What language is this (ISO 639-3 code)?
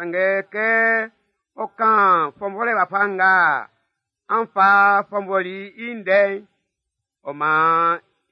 bci